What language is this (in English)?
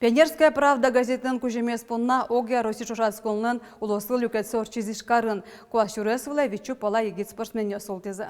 Udmurt